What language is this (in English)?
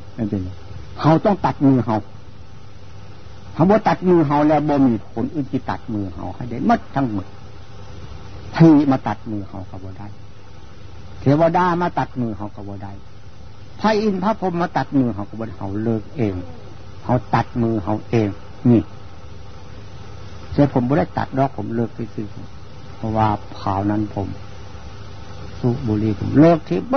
Thai